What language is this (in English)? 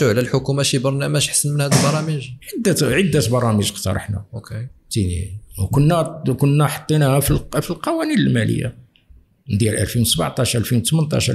Moroccan Arabic